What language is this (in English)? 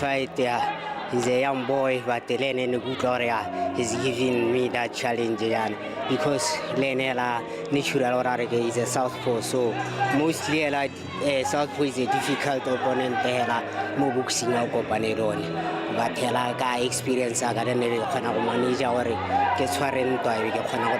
Tswana